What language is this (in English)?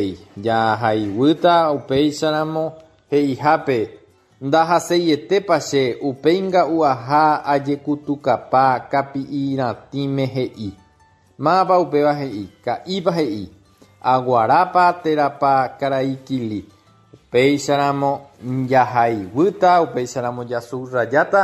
Guarani